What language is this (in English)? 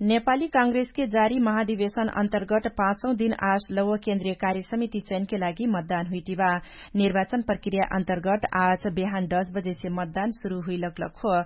Dangaura Tharu